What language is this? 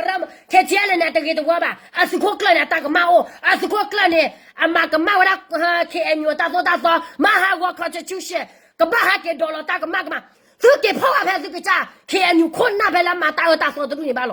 S'gaw Karen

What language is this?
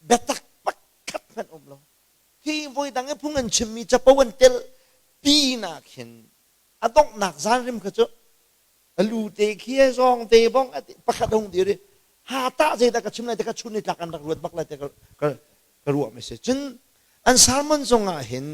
Hakha Chin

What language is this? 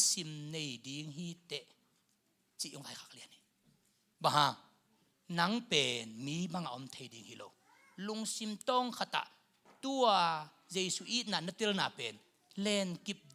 Tedim Chin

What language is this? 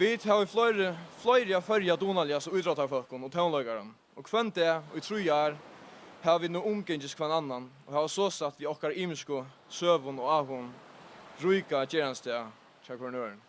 Faroese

